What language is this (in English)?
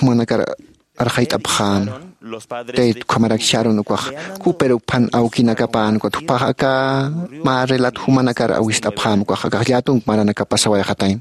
Aymara